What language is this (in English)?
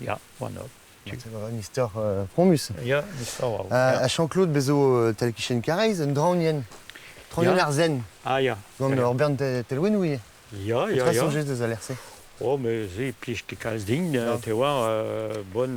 Breton